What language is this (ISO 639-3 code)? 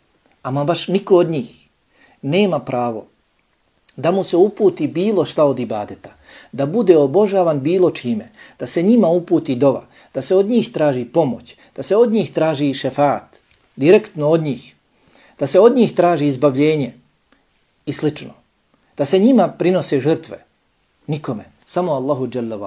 bos